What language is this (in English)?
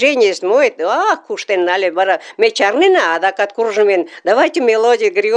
Mari